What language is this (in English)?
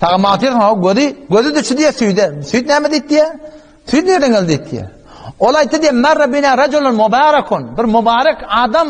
Turkmen